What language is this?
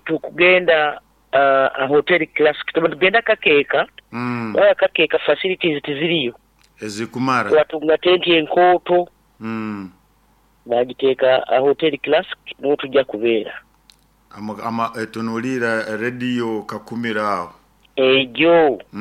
Nyoro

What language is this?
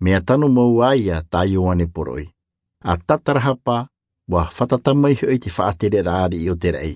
Tahitian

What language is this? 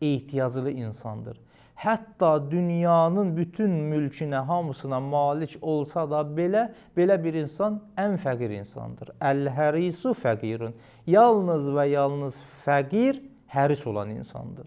Azerbaijani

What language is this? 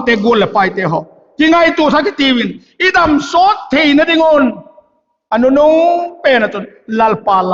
Vaiphei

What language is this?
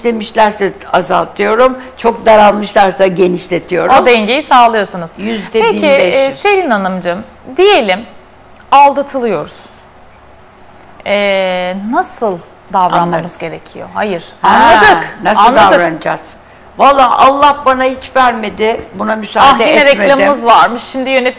Turkish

